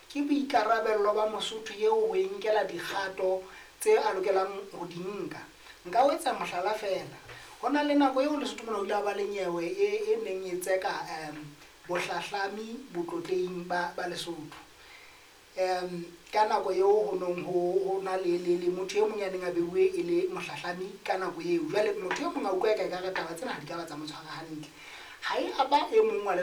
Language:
Southern Sotho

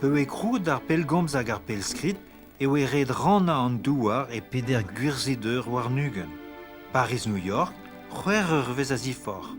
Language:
Breton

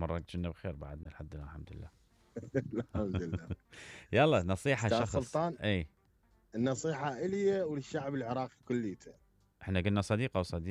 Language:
Mesopotamian Arabic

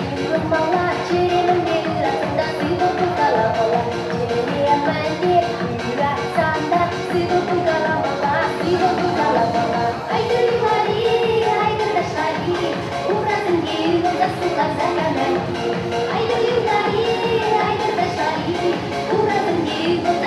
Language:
Chuvash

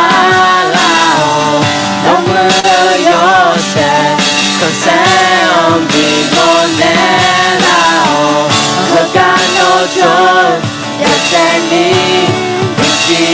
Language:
Akha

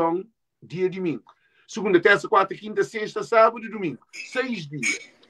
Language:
Kabuverdianu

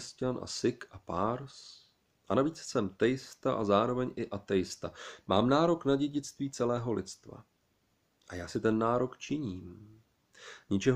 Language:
Czech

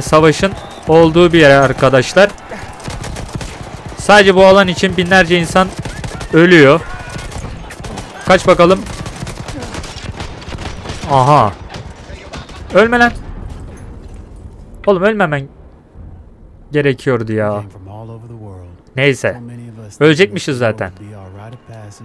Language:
Turkish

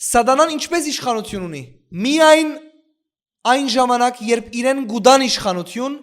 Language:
Western Armenian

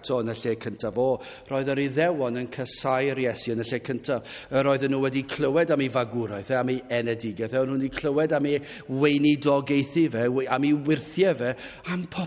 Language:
Welsh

